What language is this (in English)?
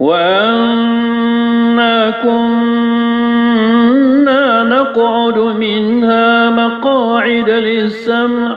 Maranao